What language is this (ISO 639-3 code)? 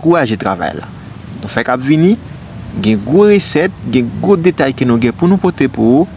hat